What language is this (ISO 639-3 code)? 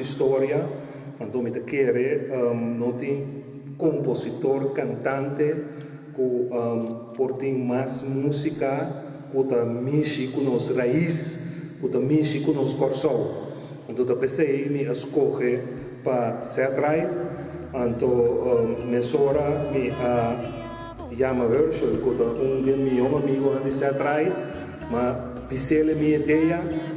pap